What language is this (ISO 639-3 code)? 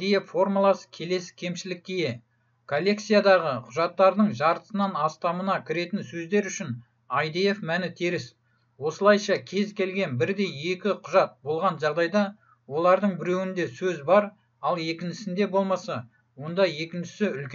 kaz